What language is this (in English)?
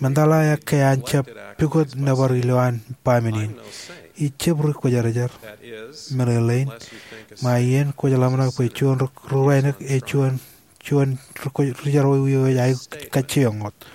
Marshallese